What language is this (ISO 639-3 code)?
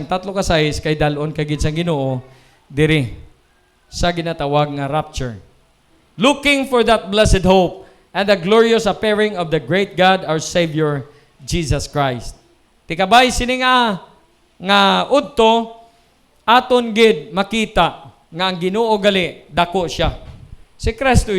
hil